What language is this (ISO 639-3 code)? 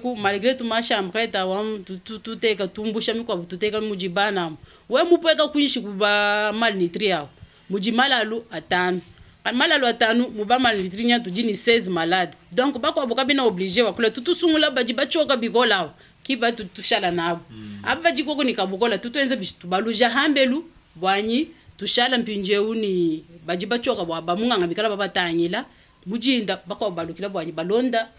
lua